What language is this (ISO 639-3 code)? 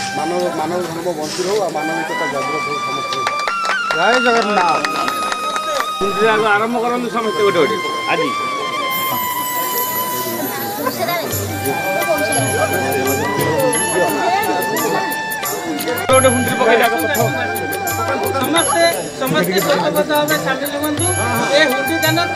ori